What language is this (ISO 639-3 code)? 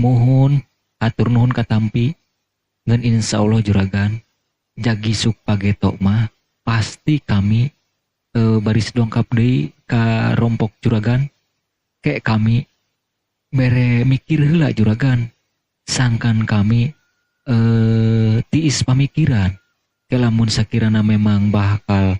sun